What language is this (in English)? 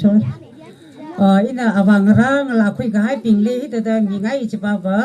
Tangkhul Naga (India)